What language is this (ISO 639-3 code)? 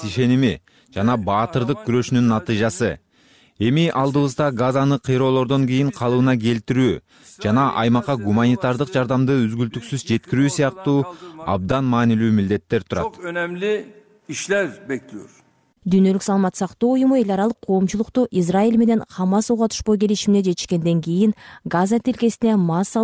kir